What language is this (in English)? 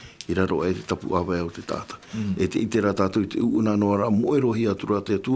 Tahitian